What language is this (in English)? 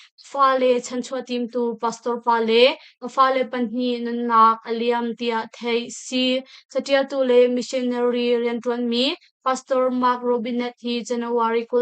Hakha Chin